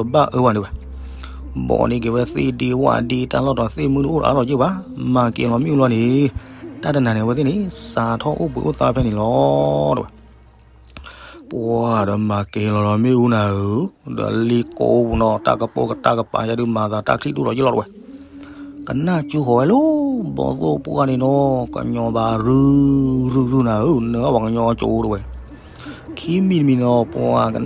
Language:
S'gaw Karen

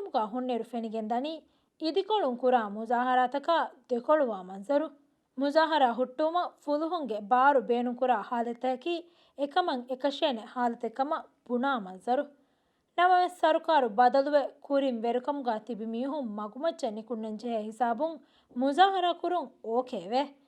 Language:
Divehi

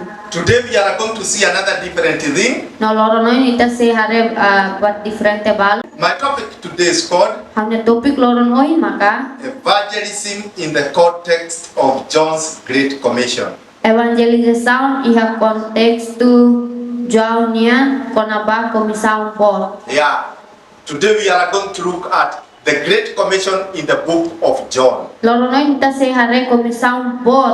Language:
Tetum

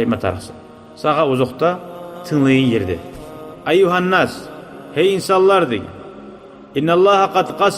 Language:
Kumyk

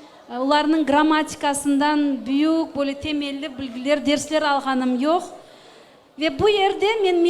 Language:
Crimean Tatar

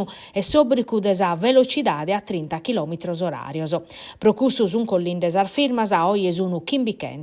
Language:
Sardinian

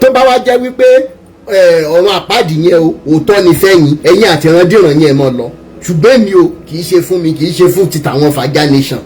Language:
Yoruba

